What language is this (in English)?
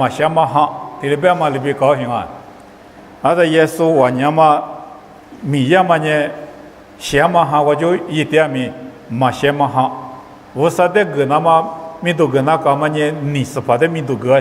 Lisu